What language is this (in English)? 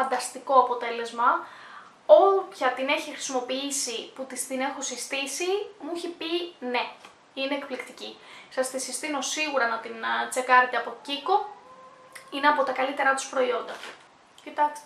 Greek